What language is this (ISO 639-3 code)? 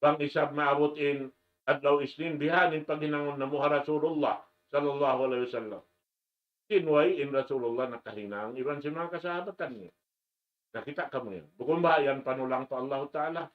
tsg